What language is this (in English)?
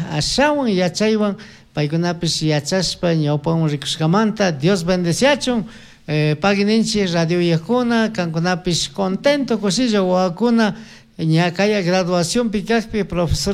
Chimborazo Highland Quichua